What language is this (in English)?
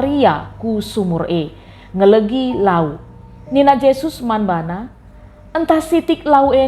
Batak Karo